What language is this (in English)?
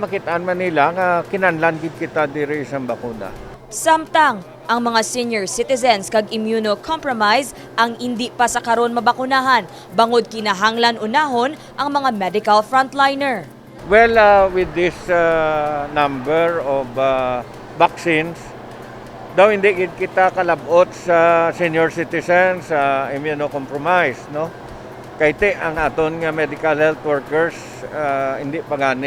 Hiligaynon